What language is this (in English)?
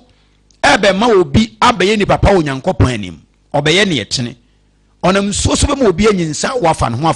Akan